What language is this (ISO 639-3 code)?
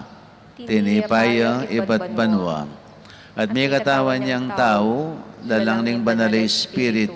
pam